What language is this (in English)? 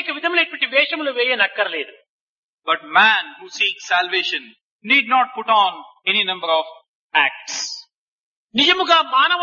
Telugu